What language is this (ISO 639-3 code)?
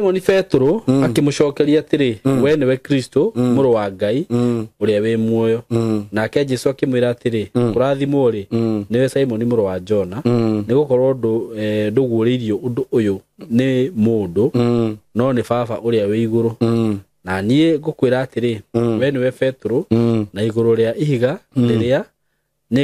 kik